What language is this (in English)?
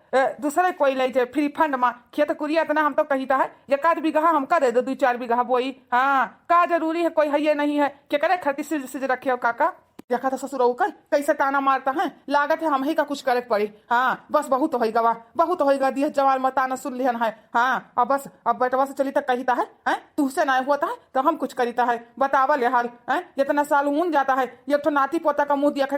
Awadhi